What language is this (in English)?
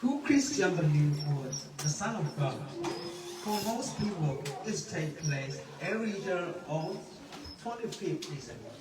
Hakha Chin